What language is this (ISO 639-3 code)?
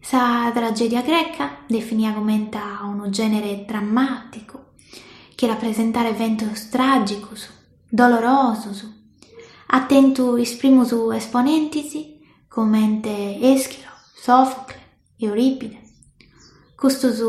srd